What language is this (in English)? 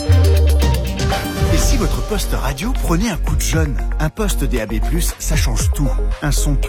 French